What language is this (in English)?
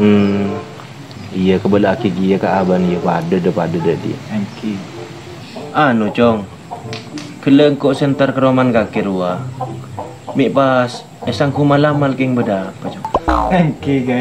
Madurese